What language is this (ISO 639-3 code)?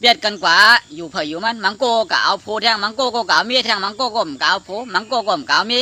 shn